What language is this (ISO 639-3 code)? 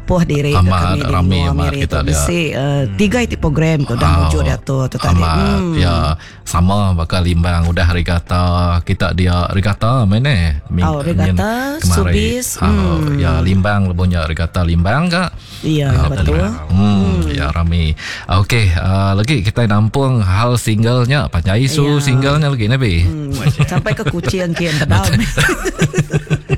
iba